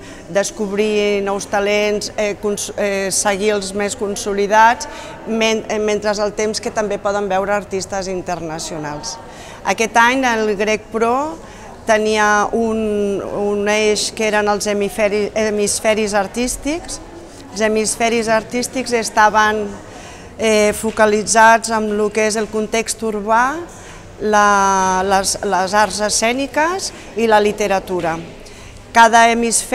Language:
Catalan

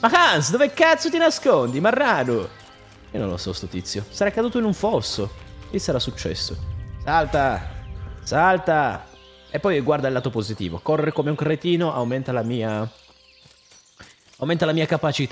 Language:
Italian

